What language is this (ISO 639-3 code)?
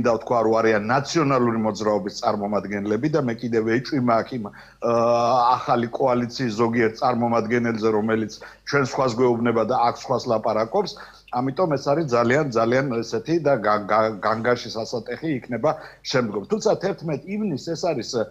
kat